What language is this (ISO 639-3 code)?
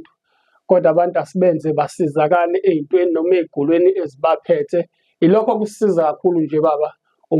zul